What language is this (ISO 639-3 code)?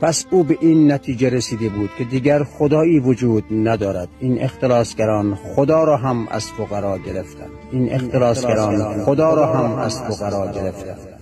fas